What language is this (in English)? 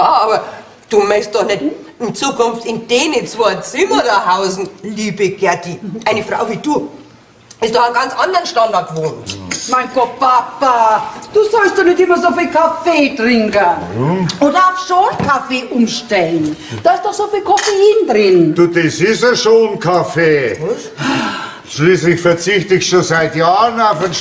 Bavarian